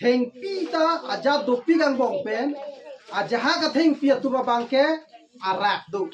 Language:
Karbi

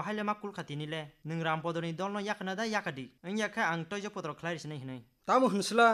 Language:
Kok Borok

